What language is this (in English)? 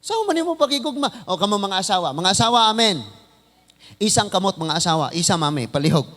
Cebuano